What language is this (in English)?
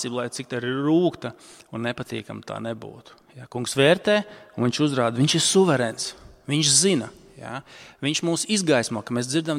Latvian